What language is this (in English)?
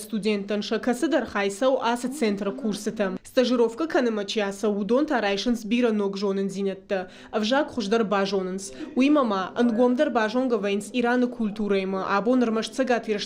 Ossetic